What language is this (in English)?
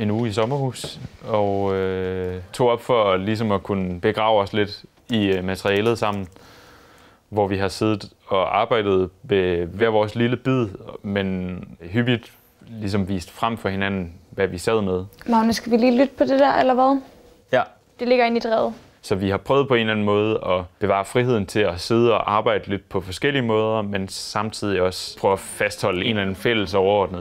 Danish